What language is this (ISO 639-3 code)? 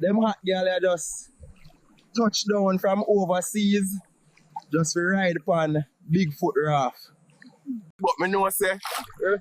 jam